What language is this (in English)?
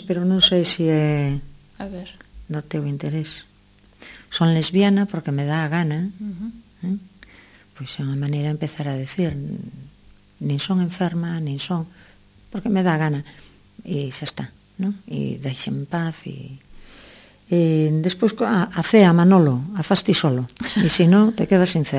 Galician